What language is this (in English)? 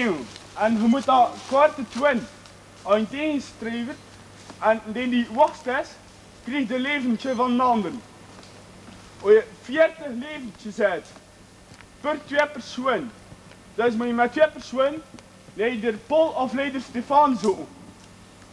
Dutch